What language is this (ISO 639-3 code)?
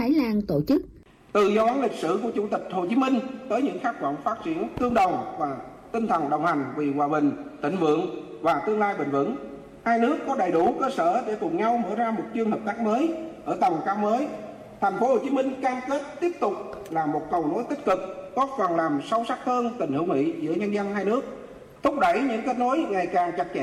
vie